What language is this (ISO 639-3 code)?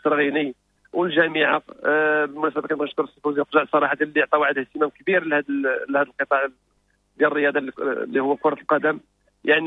ary